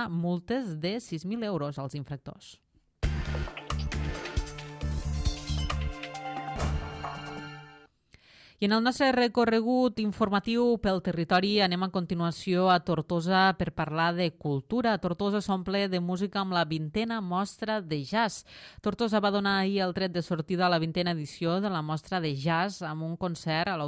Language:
Catalan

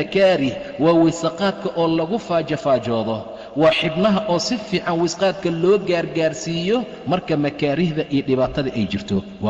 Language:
Somali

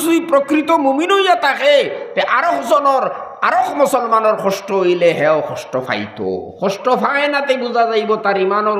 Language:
Sylheti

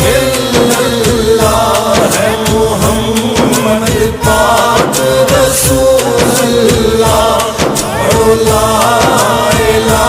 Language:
Pahari-Potwari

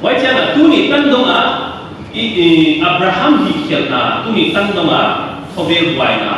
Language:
Paite Chin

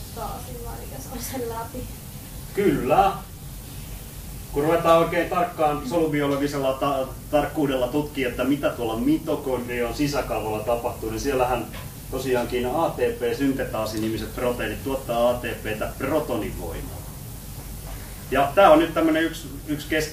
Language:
Finnish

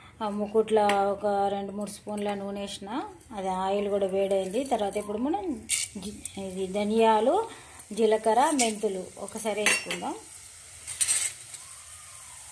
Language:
Telugu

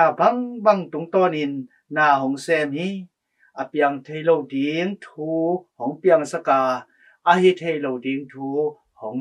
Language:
Tedim Chin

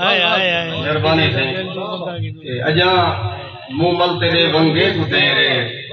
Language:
Saraiki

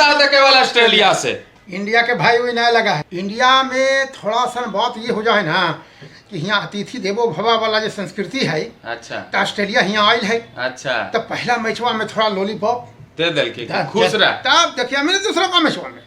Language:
Magahi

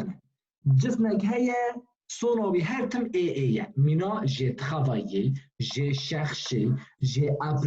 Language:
Kurdish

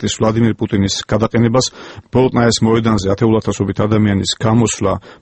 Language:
Georgian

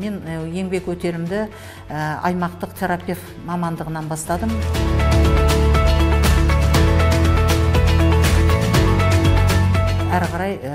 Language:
Kazakh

